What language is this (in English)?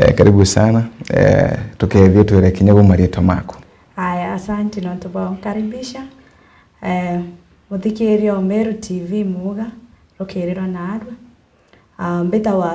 Meru